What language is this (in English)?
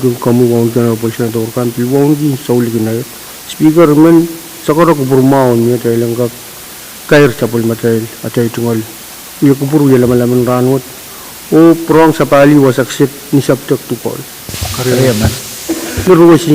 Pohnpeian